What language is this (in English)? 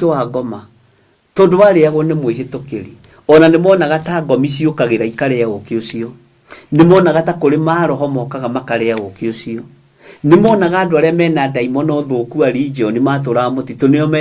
Kikuyu